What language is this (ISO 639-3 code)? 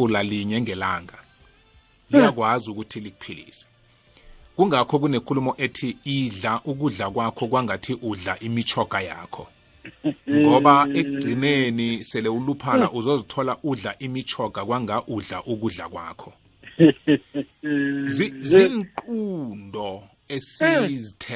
nbl